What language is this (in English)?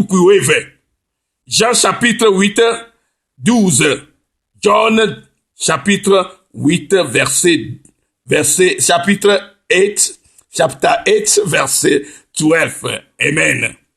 Ewe